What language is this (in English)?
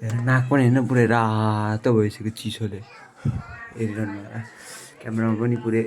Nepali